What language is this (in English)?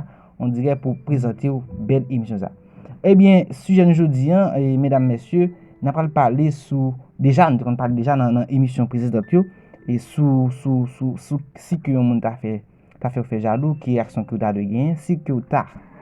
Haitian Creole